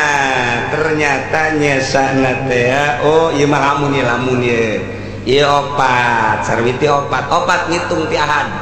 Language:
Sundanese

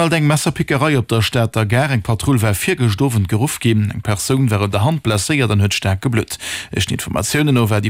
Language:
Luxembourgish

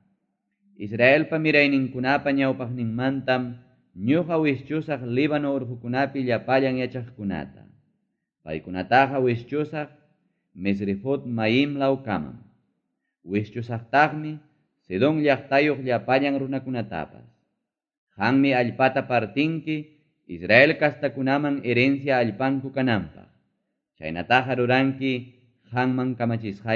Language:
Ayacucho Quechua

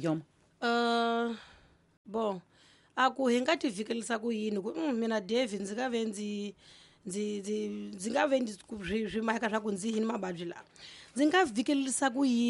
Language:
Tsonga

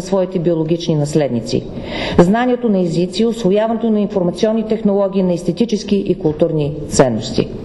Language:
Bulgarian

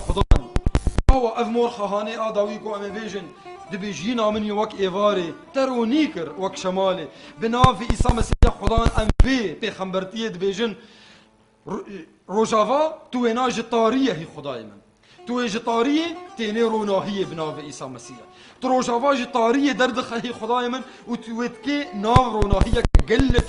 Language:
Kurdish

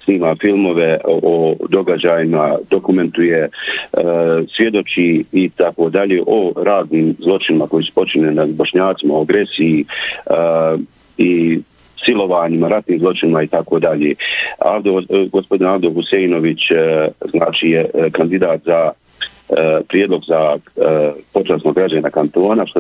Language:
Bosnian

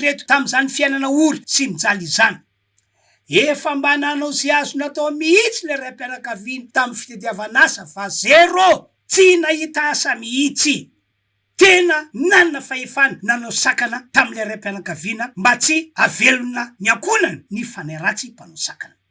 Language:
Malagasy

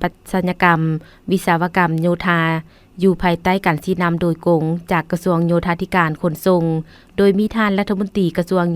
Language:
Lao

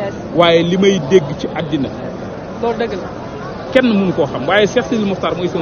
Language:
Wolof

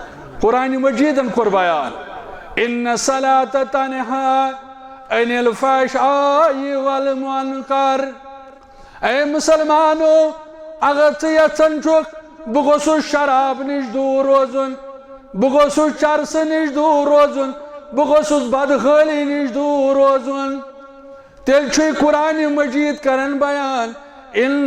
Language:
Kashmiri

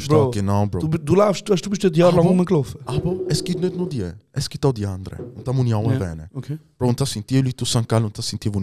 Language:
Swiss German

